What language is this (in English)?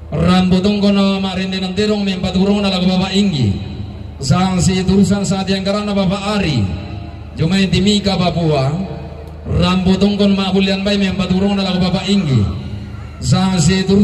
Toraja-Sa'dan